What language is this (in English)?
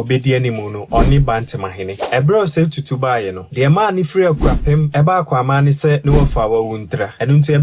Akan